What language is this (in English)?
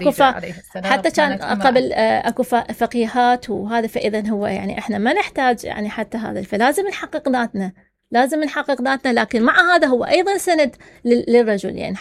Mesopotamian Arabic